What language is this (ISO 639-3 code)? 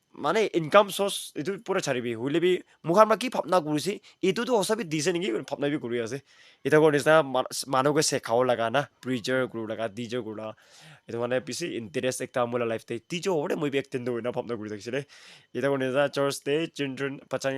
nag